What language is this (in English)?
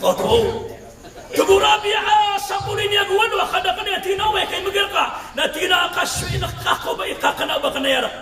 Maranao